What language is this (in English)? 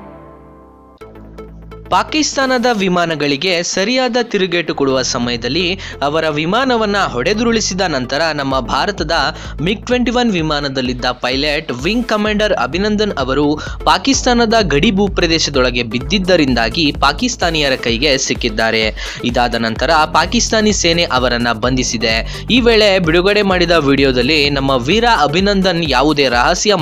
Kannada